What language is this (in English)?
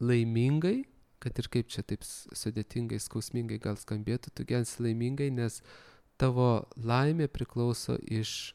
Lithuanian